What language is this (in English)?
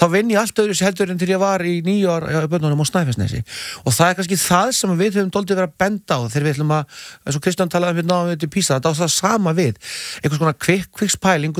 Icelandic